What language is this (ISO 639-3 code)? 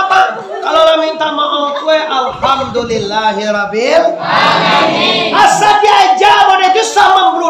min